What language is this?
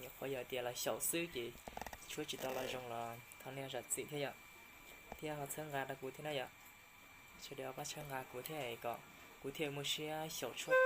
Hmong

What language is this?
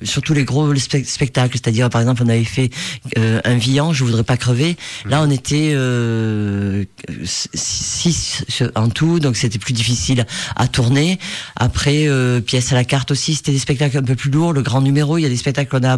French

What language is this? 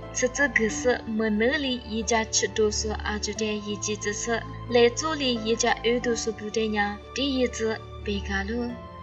Lisu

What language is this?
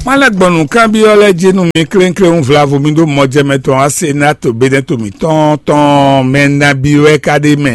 Fon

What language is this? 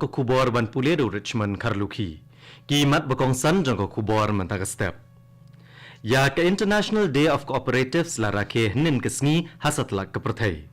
Khasi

